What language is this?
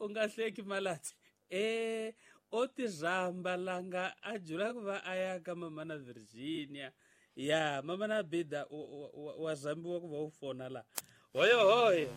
Tsonga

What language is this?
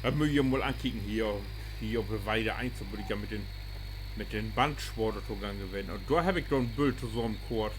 Low German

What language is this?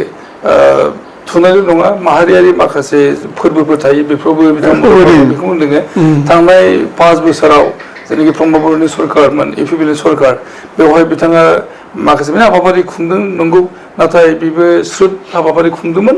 Bodo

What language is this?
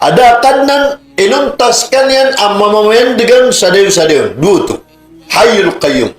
Maranao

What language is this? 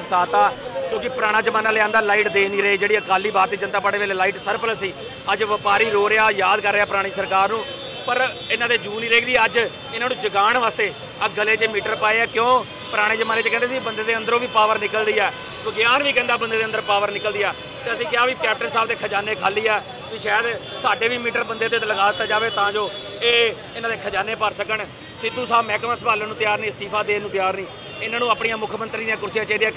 Punjabi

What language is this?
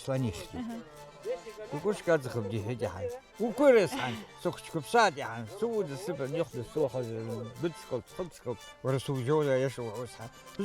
Abkhazian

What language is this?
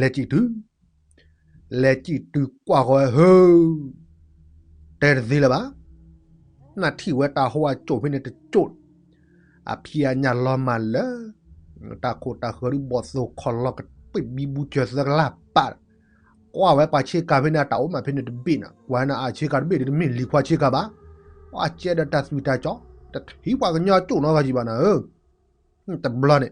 S'gaw Karen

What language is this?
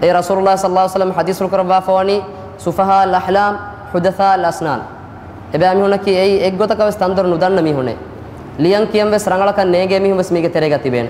Divehi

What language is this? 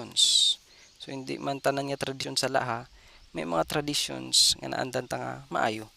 Hiligaynon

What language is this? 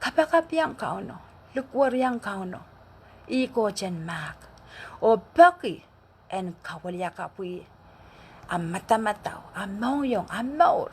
Pohnpeian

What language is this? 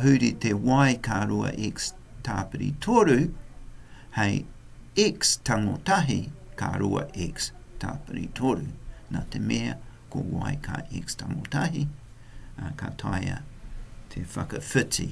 Māori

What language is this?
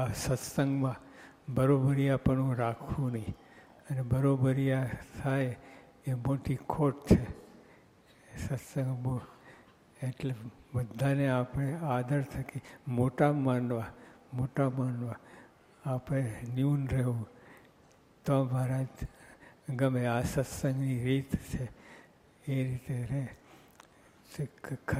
Gujarati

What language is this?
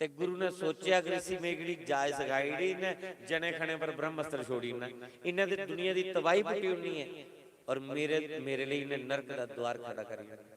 Dogri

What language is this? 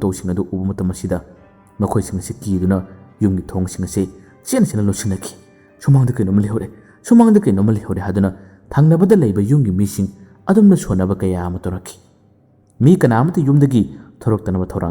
Manipuri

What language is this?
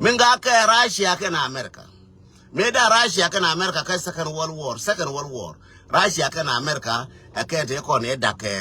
Nuer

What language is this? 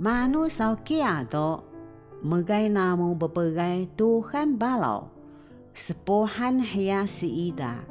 Taroko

